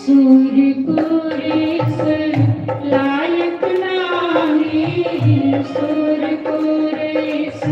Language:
Dogri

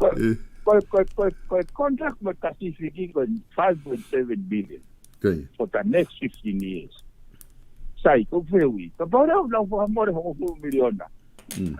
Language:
Tongan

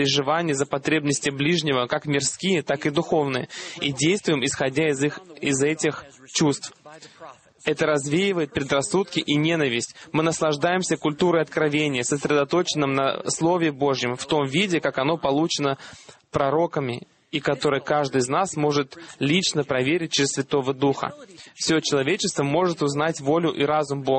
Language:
Russian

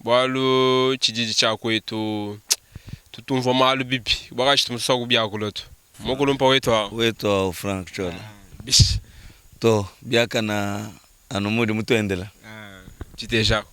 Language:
Luba-Lulua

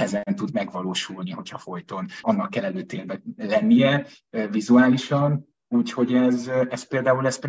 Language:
Hungarian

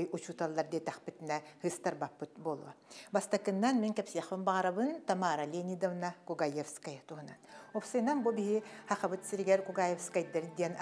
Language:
Yakut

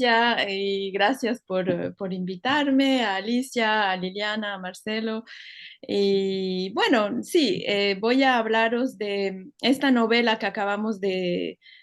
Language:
Ladino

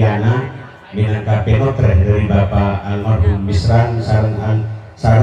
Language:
Madurese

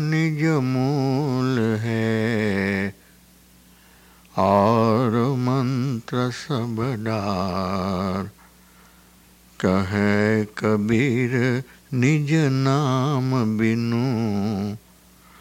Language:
Gujarati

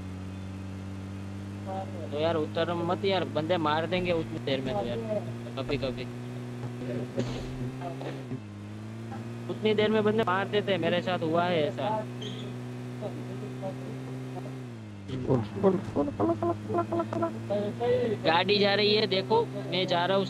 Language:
Hindi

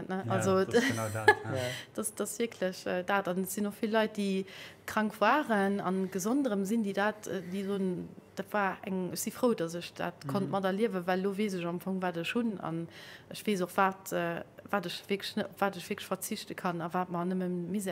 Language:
Luxembourgish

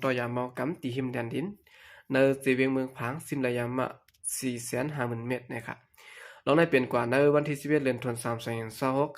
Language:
Shan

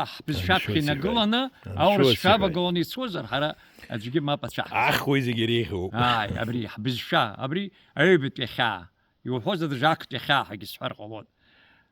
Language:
Abkhazian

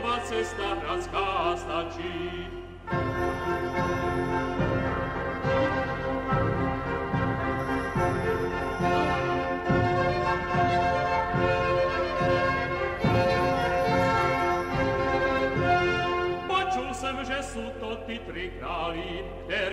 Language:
Slovak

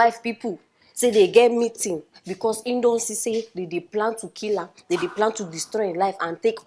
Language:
Nigerian Pidgin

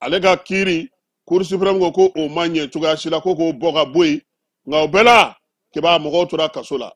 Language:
Bambara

